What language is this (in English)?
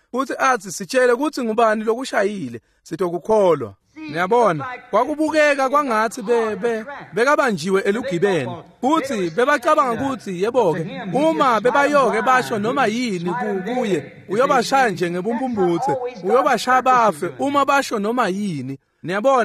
Swati